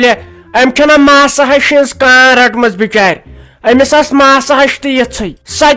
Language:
Kashmiri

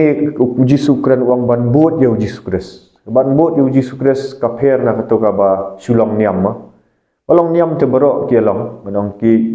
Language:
Khasi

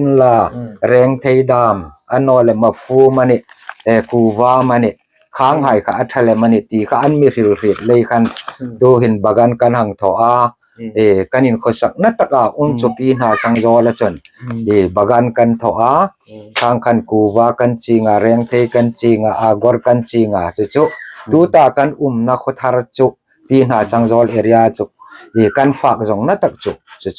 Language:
Hmar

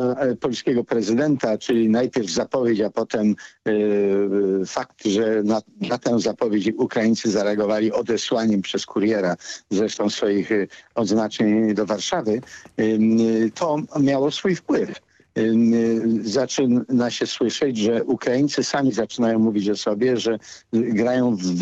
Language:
Polish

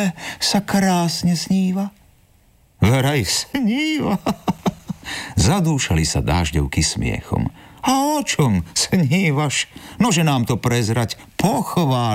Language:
Slovak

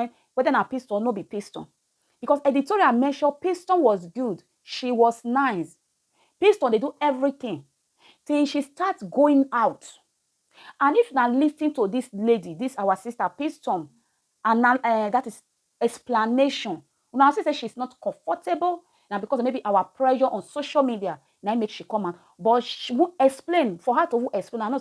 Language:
Nigerian Pidgin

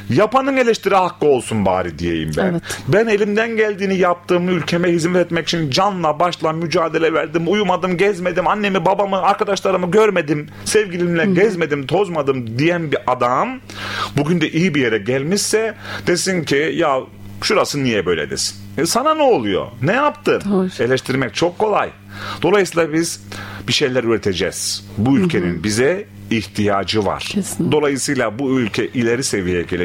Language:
Turkish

